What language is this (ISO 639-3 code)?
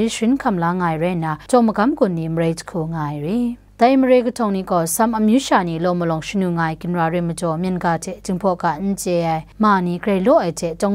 kac